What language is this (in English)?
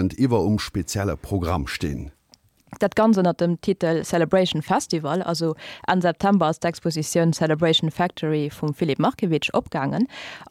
Luxembourgish